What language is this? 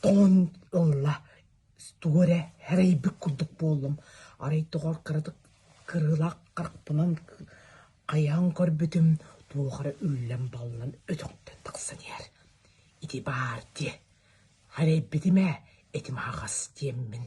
Yakut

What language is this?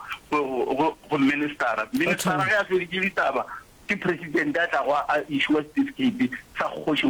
Northern Sotho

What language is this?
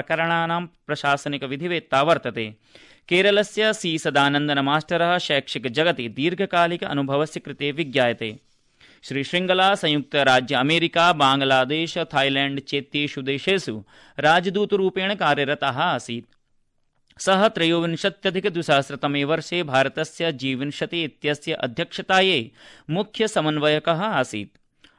Sanskrit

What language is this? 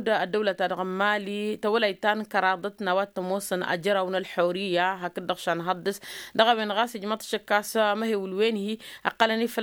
Tamasheq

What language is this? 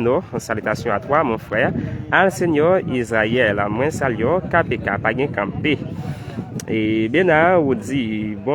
Haitian Creole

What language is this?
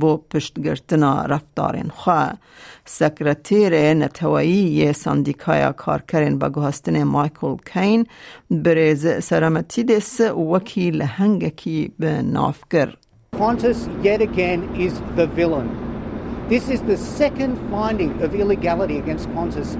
Kurdish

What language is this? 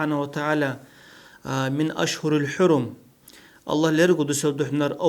Dargwa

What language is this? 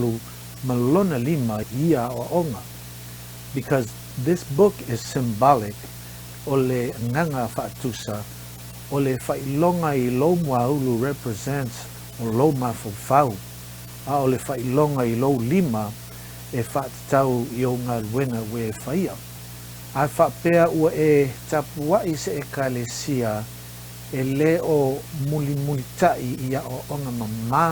Samoan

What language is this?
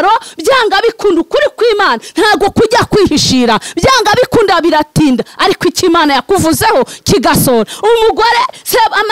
Kinyarwanda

